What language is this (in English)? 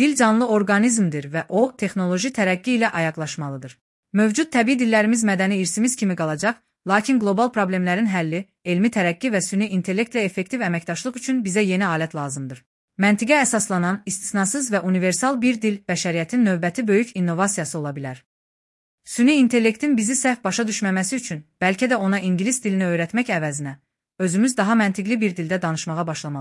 Azerbaijani